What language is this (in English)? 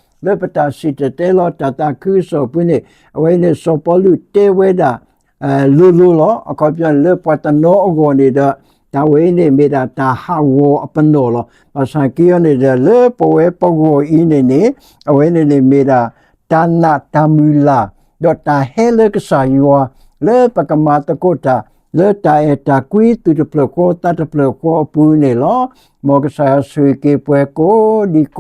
S'gaw Karen